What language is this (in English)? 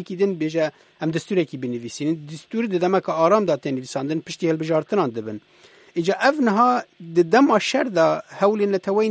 Kurdish